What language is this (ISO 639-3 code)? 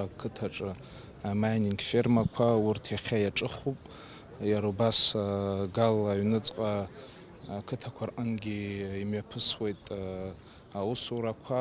abk